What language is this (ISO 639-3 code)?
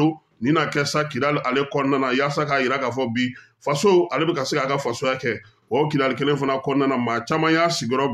bam